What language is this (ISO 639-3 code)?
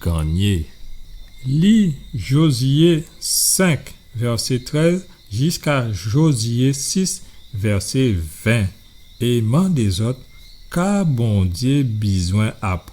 gcf